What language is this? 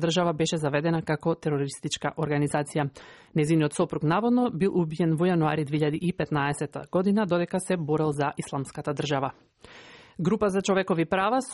Macedonian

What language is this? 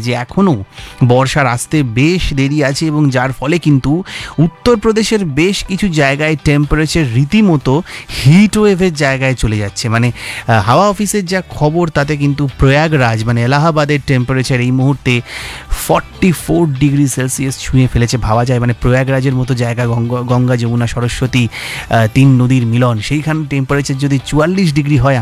Bangla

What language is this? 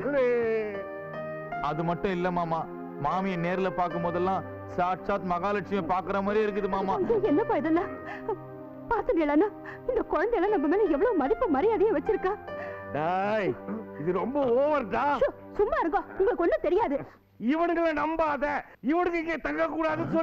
Tamil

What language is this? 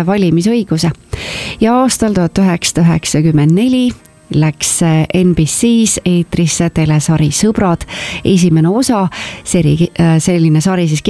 Estonian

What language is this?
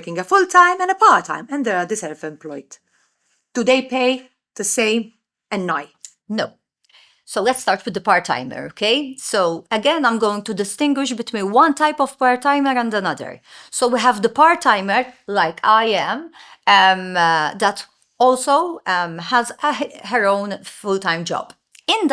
English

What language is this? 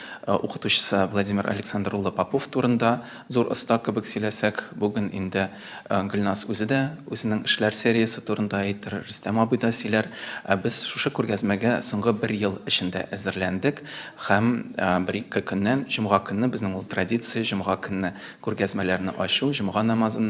Tatar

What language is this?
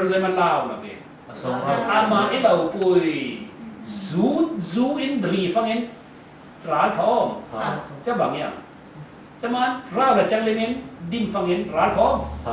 Falam Chin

